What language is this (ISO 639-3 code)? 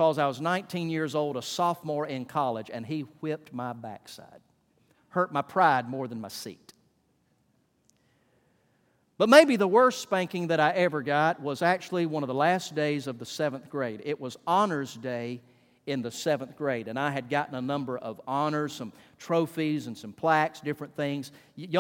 eng